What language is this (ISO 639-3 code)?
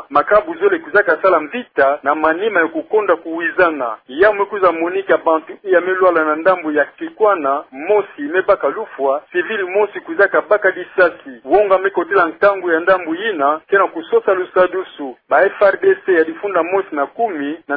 ktu